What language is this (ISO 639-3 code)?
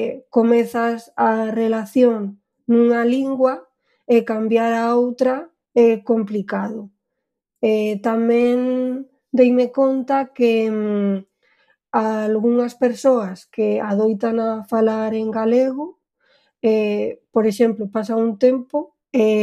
glg